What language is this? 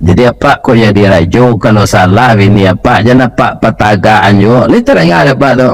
Minangkabau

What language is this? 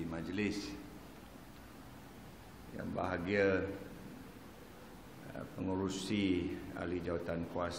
Malay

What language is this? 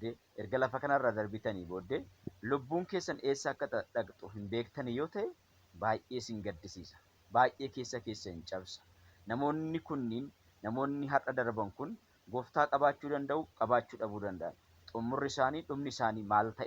Oromo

